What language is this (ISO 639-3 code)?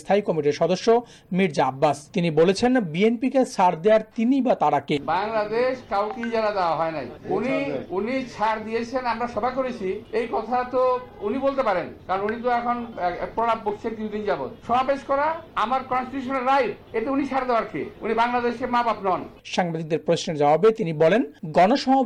ben